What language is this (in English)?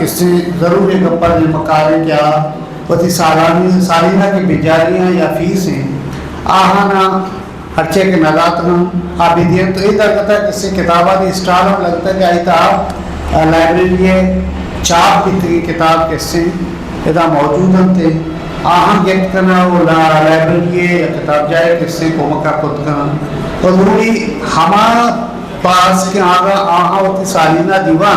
Eastern Balochi